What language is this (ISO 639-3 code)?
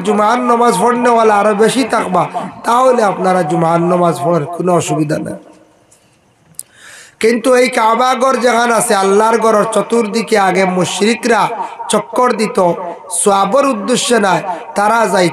ben